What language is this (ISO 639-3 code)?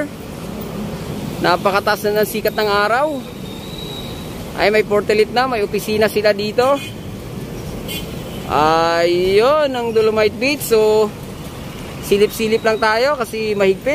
fil